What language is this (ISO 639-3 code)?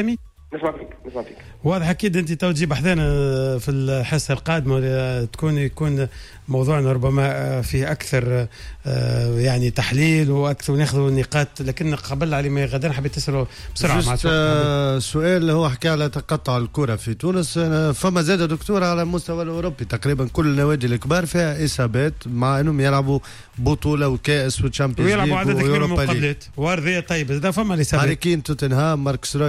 aeb